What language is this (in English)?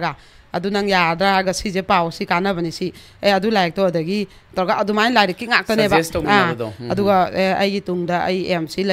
Manipuri